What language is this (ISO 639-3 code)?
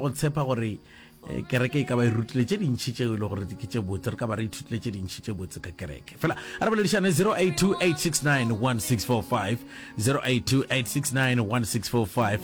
nso